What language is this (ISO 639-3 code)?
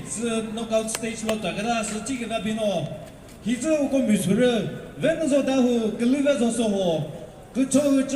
nri